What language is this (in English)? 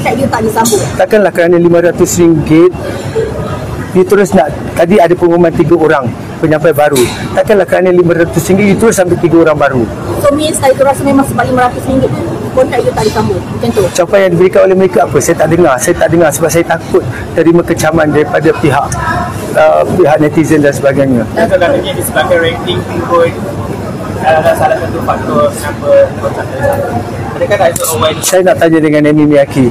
Malay